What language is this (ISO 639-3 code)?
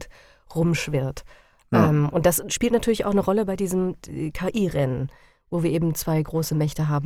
deu